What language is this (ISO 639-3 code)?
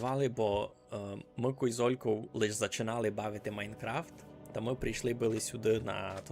rue